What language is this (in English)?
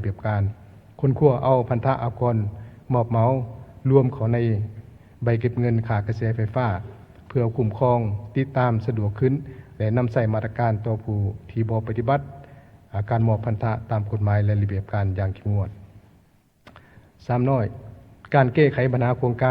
Lao